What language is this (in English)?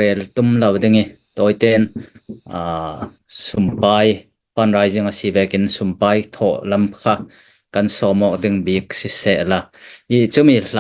Falam Chin